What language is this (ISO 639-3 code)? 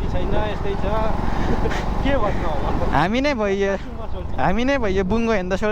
nep